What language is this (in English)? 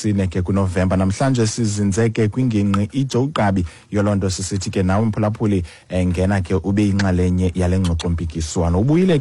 Xhosa